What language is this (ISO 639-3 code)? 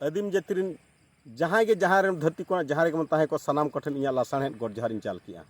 sat